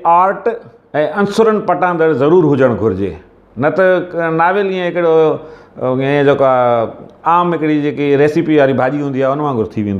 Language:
Sindhi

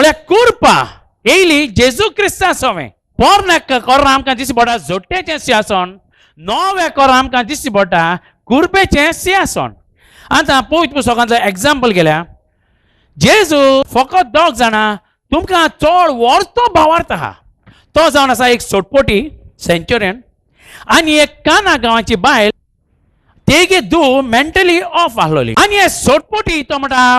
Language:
Konkani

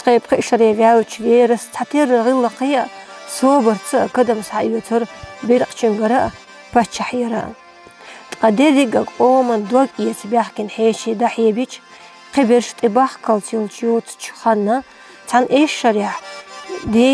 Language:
Chechen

